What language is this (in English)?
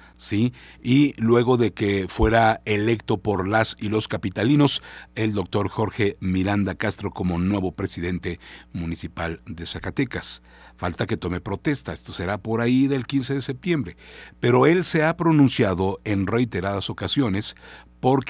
Spanish